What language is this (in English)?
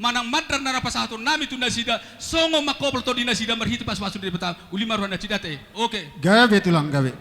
Batak Toba